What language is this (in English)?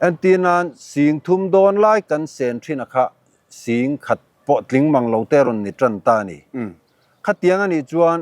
Mizo